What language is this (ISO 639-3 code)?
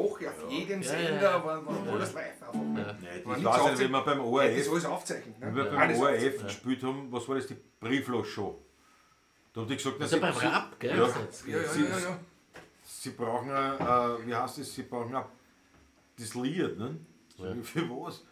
bar